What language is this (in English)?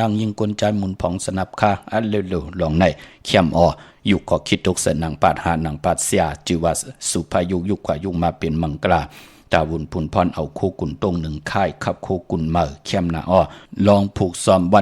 Shan